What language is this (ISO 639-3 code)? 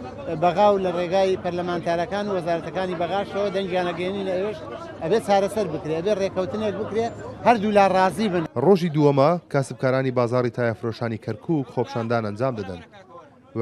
ckb